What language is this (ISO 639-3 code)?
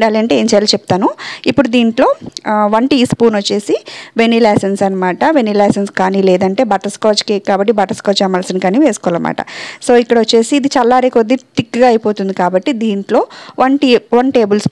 tel